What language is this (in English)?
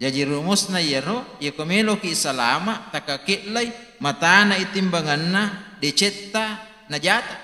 Buginese